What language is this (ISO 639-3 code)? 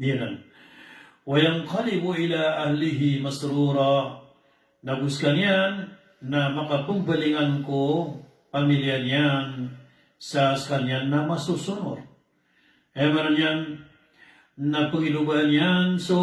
mrw